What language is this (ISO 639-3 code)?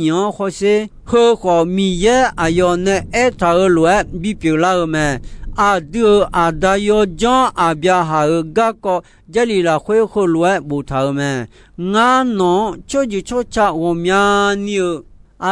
ahk